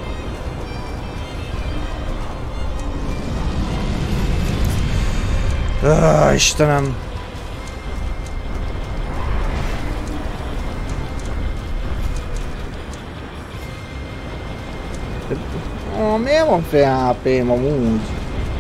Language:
Hungarian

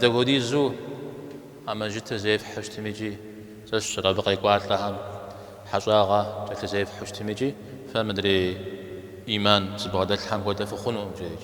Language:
Kabardian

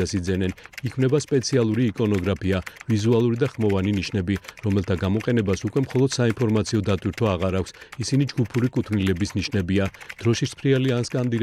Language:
Georgian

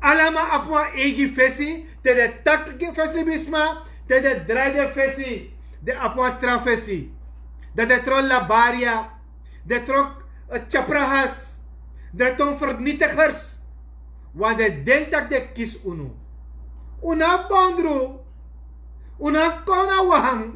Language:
Sranan Tongo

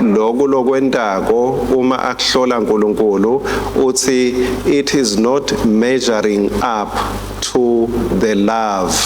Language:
Swati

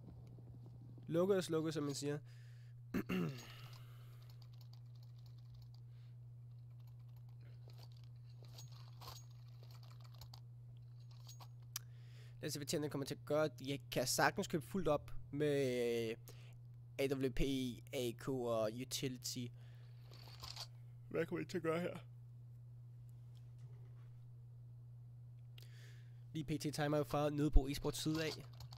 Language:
Danish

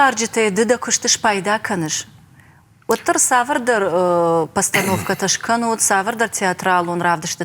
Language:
Ossetic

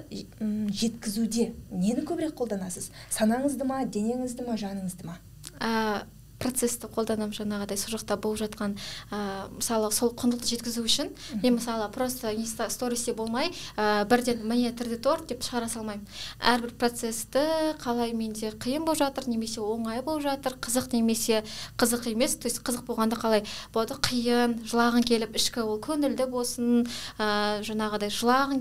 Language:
Kazakh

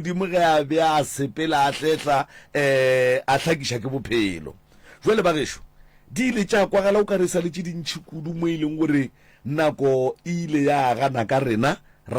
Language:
Northern Sotho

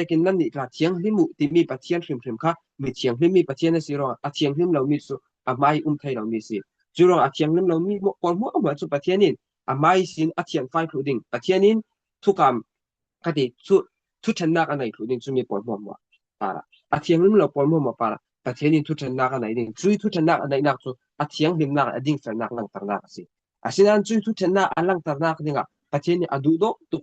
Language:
Falam Chin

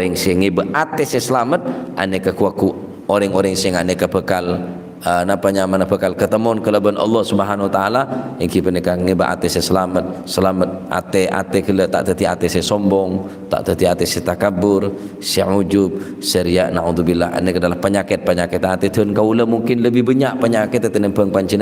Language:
Madurese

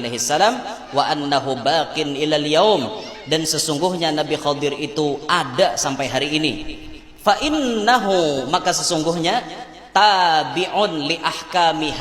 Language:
Banjar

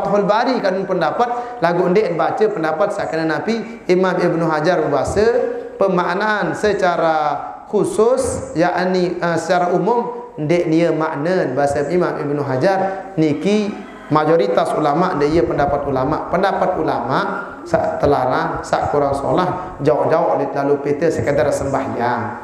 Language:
Sasak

